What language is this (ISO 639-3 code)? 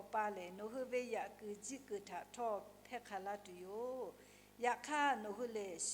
lhu